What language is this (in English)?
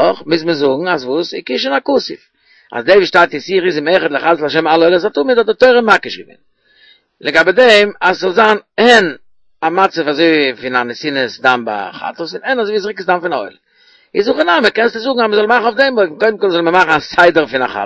Yiddish